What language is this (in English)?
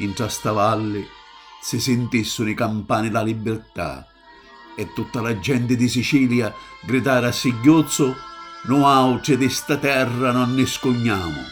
Sicilian